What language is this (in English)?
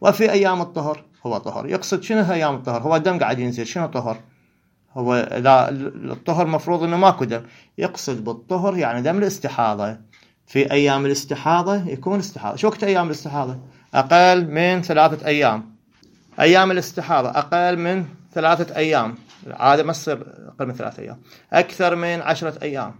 Mesopotamian Arabic